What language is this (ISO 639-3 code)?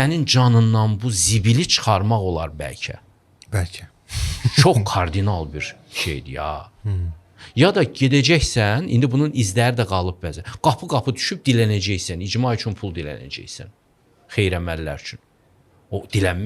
aze